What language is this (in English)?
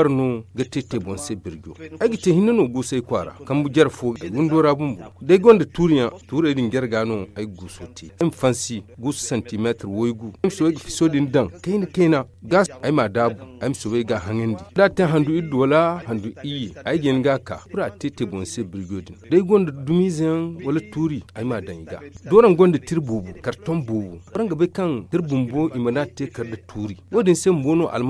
Zarma